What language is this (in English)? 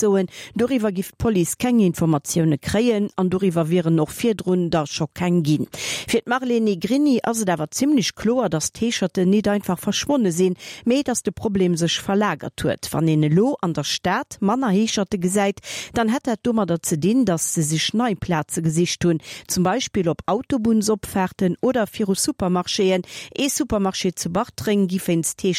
Luxembourgish